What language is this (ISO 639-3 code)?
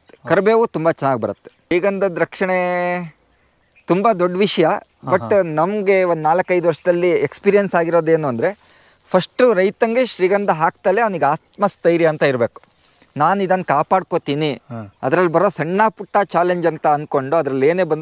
kan